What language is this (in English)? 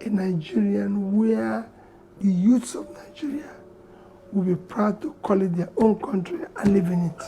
Nigerian Pidgin